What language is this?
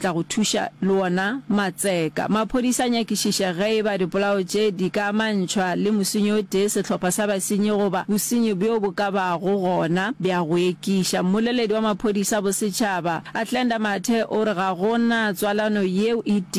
Northern Sotho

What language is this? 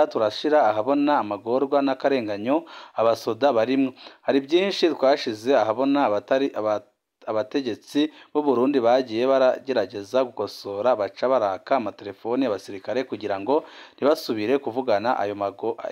Rundi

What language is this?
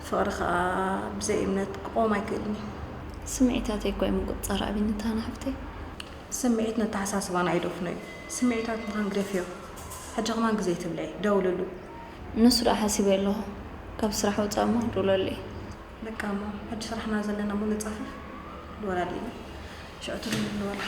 Tigrinya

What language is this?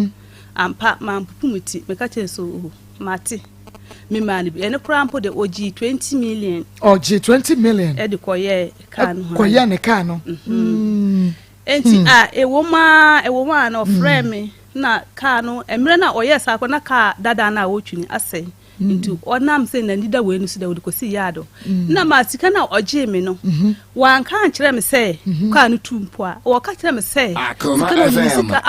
Akan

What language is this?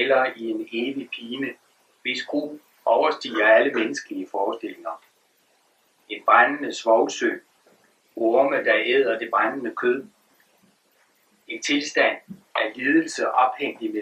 Danish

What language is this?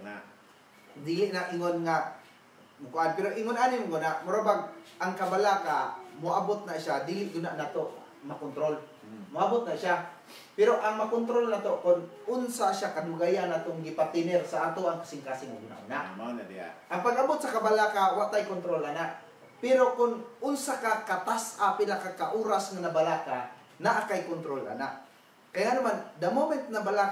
Cebuano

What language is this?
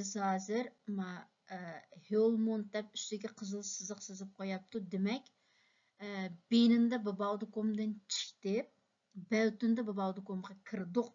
Uyghur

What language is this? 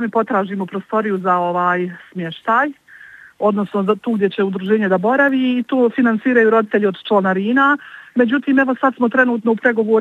Bosnian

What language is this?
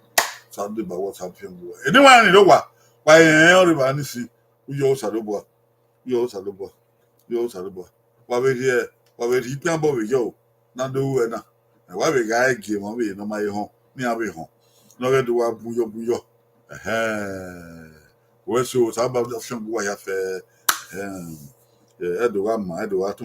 Bini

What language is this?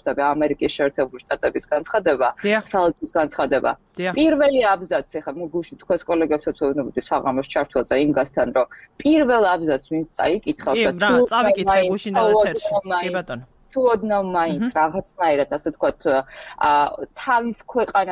Georgian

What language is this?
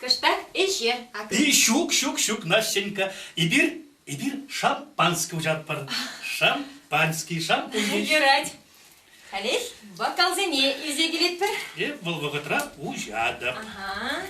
Chuvash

